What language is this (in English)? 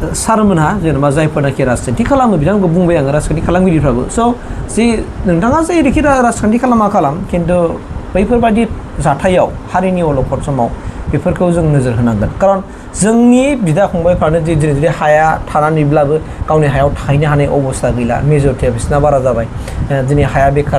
Bodo